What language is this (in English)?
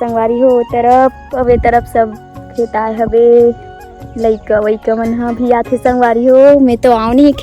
Chhattisgarhi